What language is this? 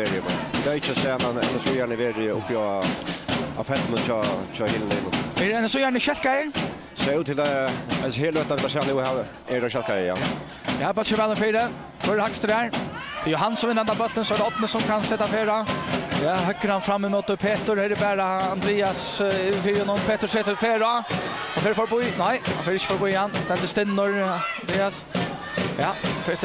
Faroese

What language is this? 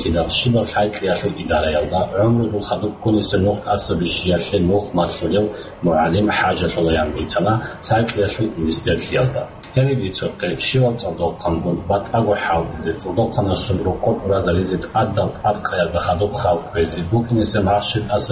Avaric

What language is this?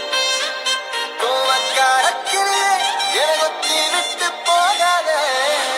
Tamil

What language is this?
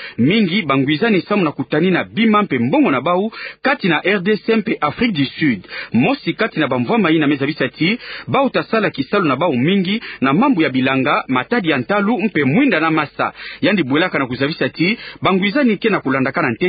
Kituba (Democratic Republic of Congo)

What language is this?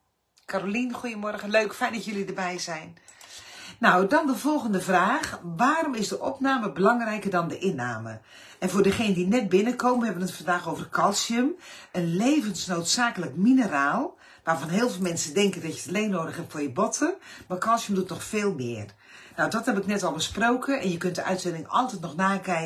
Dutch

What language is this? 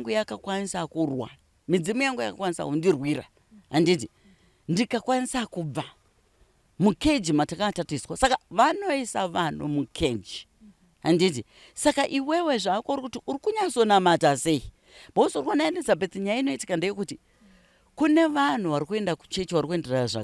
Shona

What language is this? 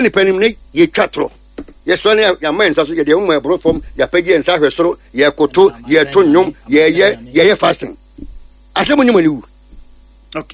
Akan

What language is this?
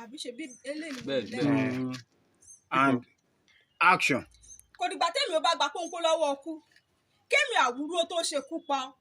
Yoruba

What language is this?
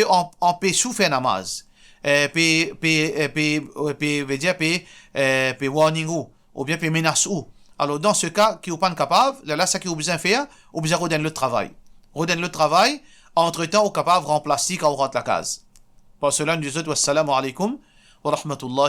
Morisyen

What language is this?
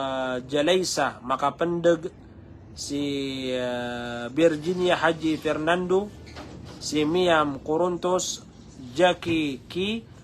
Maranao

